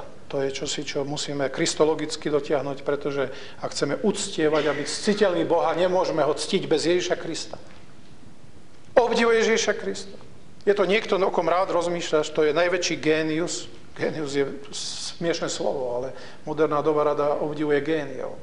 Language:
Slovak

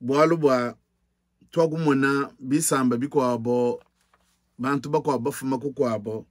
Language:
Luba-Lulua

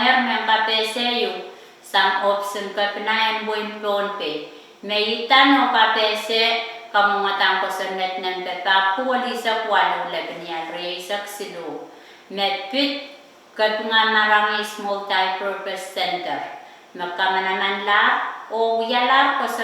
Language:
Pohnpeian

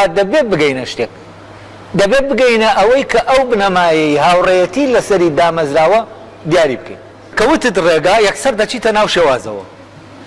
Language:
Central Kurdish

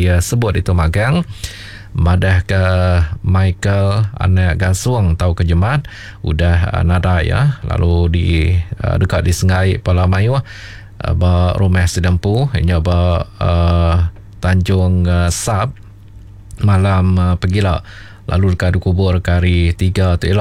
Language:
Iban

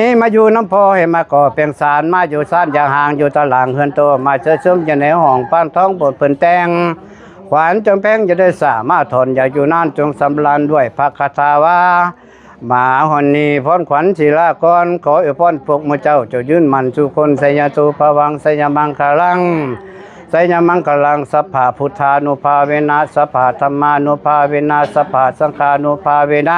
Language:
Lao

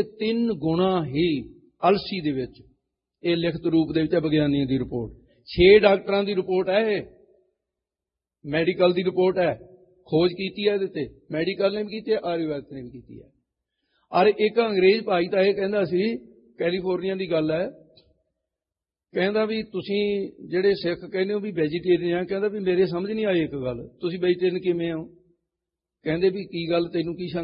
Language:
Punjabi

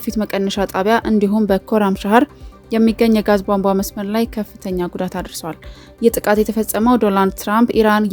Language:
Amharic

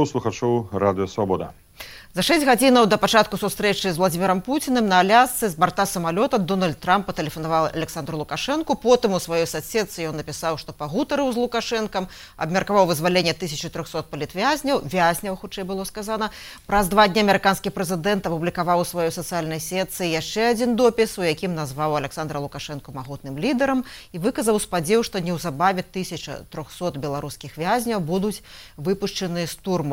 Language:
Belarusian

